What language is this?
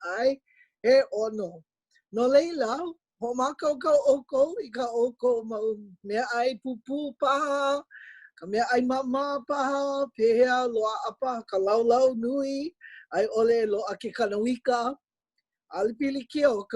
Hawaiian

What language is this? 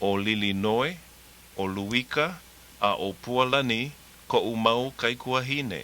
Hawaiian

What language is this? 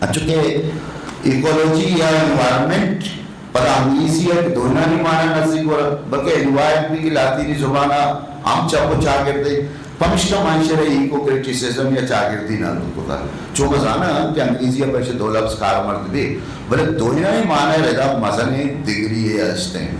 Eastern Balochi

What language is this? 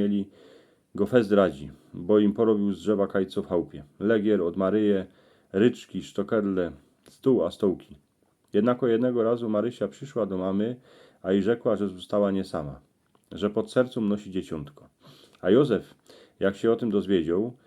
Silesian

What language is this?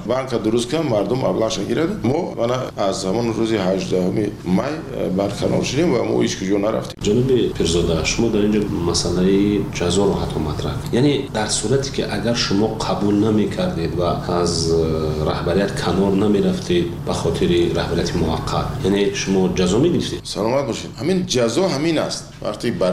Persian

